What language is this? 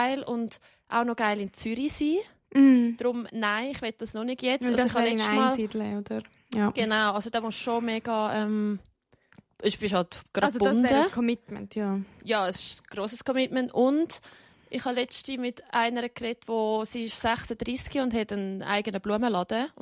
Swiss German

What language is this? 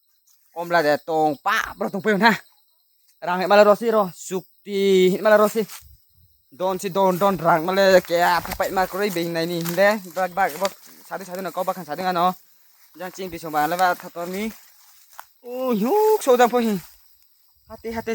Riang (India)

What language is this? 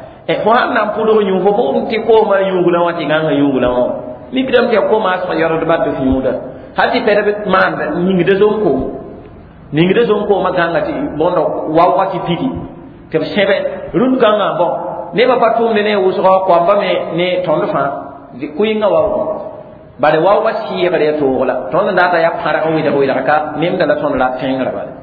Mossi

